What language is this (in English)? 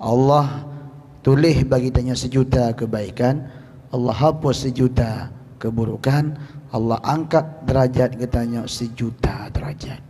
Achinese